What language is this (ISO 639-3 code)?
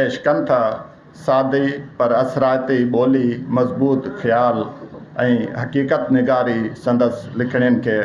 snd